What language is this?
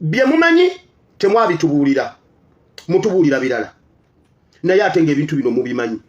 Ganda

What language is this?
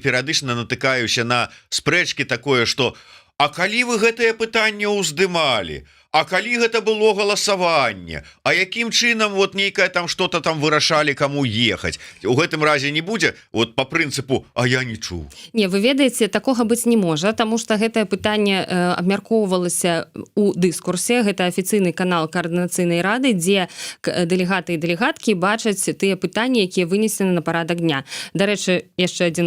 Belarusian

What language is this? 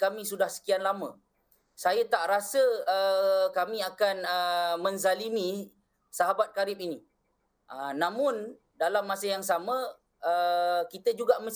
Malay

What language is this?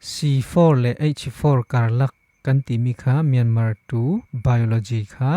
Falam Chin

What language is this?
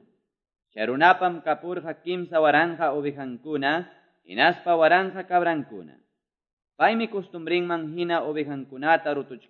Quechua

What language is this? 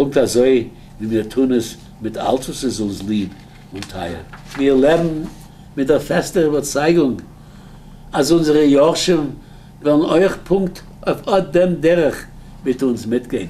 Yiddish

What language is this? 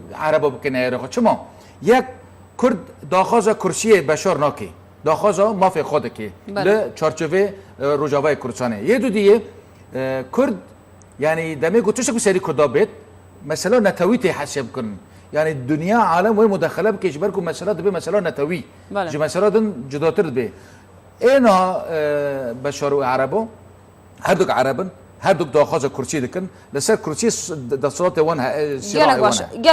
Kurdish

